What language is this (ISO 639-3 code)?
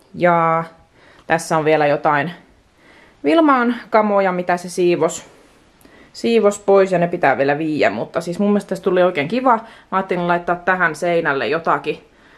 fin